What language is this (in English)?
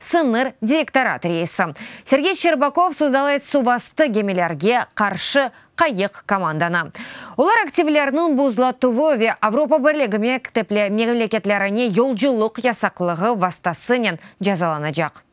Crimean Tatar